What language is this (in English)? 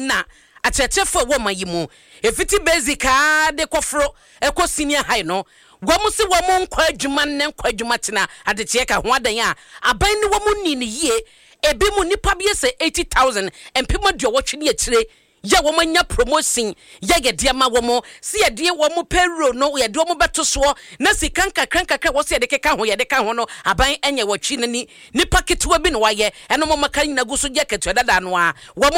Akan